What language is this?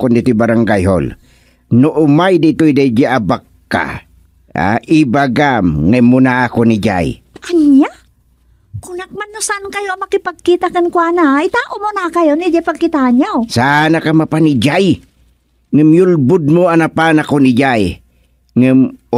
Iloko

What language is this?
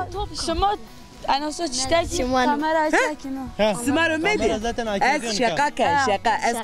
Zaza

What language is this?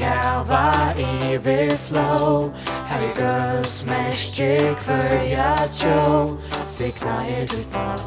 Faroese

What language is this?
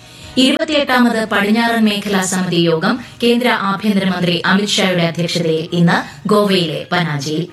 Malayalam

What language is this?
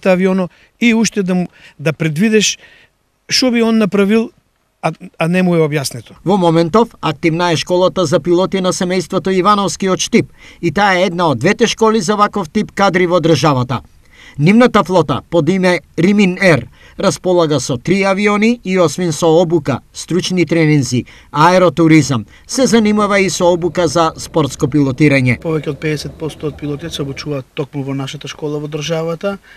Macedonian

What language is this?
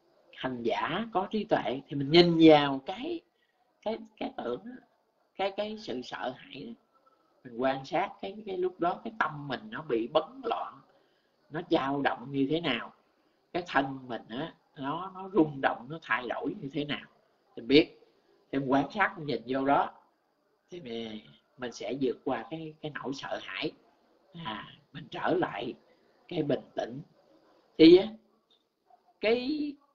Vietnamese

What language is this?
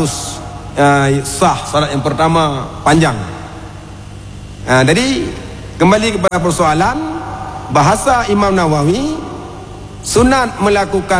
Malay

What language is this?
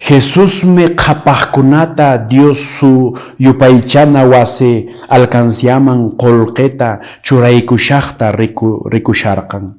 Quechua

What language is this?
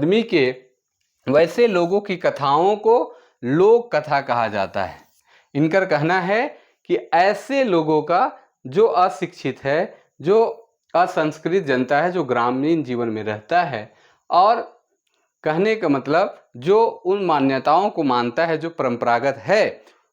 Sadri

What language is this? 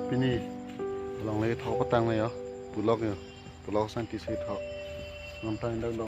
Karbi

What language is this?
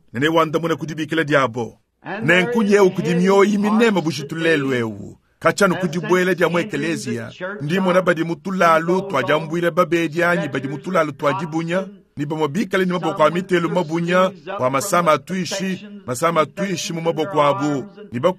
Luba-Lulua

